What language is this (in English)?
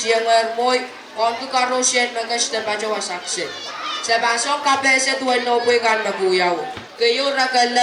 Pohnpeian